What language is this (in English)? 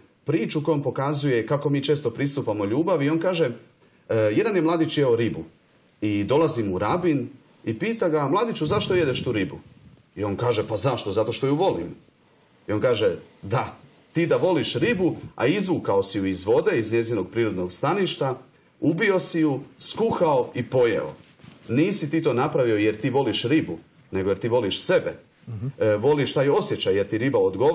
Croatian